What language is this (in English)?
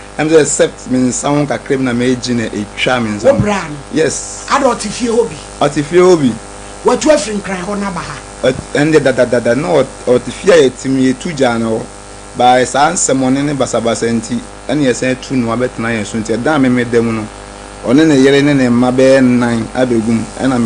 Akan